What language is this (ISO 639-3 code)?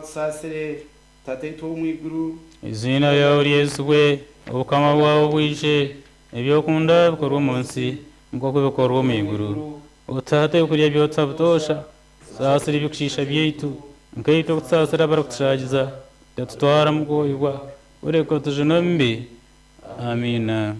nyn